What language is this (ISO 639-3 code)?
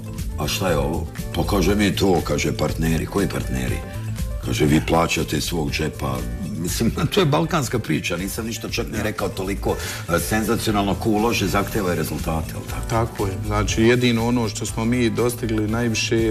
bos